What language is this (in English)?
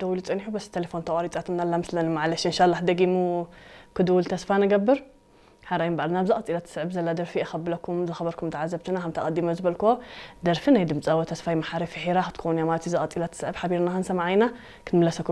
Tigrinya